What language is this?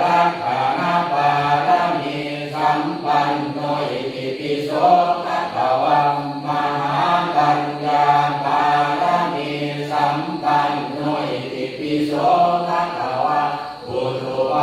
Pali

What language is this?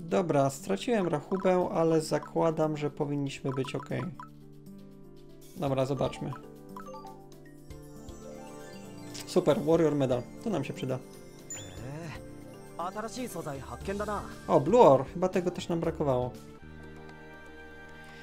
Polish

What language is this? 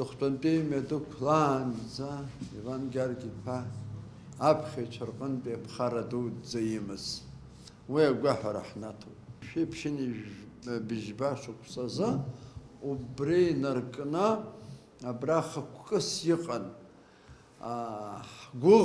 Abkhazian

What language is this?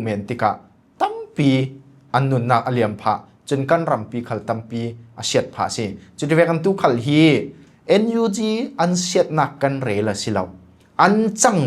Falam Chin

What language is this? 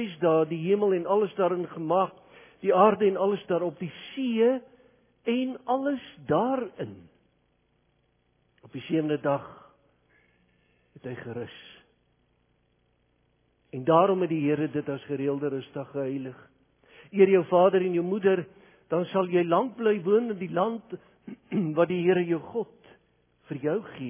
Afrikaans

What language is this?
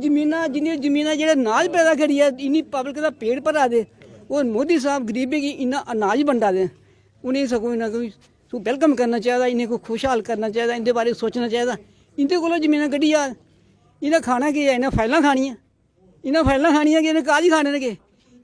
Dogri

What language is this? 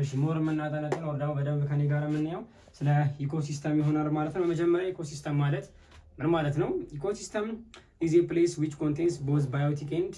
Amharic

